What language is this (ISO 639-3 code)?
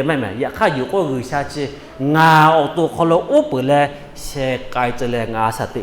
lhu